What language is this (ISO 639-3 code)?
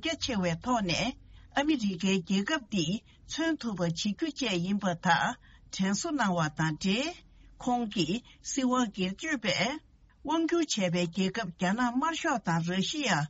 bod